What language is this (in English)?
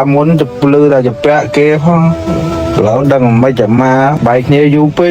Khmer